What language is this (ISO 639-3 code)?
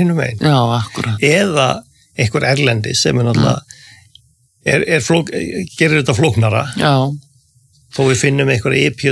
isl